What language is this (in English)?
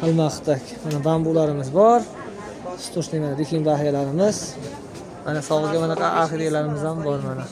Uzbek